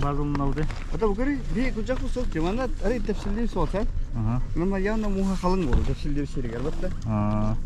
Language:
Yakut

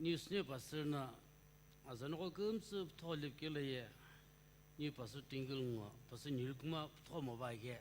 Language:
Sumi Naga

